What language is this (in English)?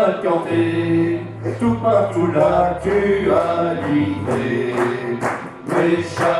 Picard